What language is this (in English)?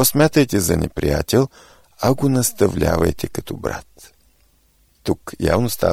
Bulgarian